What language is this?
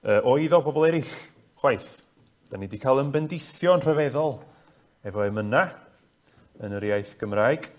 Welsh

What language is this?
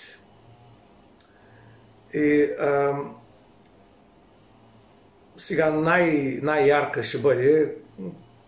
Bulgarian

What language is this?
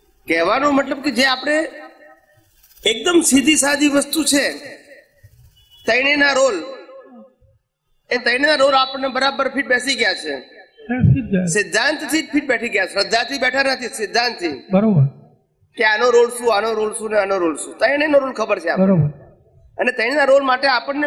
Gujarati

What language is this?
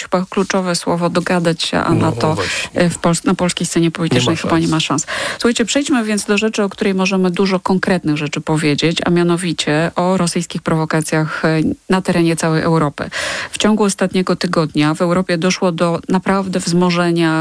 Polish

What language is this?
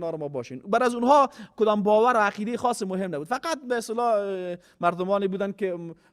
Persian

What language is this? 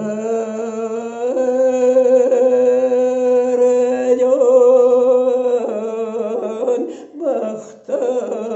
Yakut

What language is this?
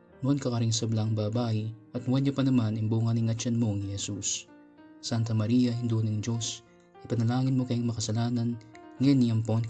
Pampanga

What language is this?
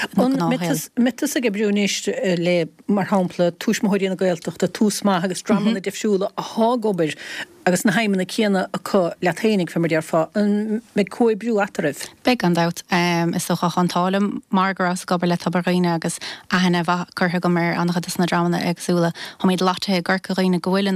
Irish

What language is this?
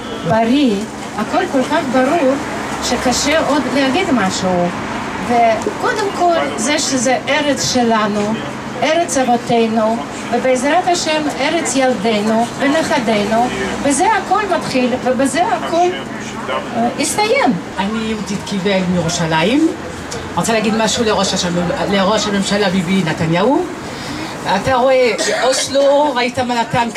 Hebrew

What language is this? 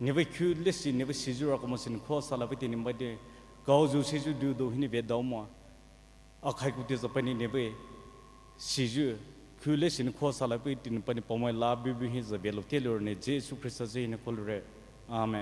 Poumei Naga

